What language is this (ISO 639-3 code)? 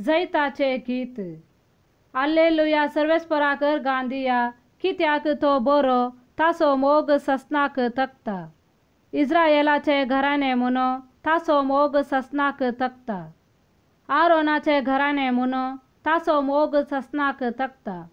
kok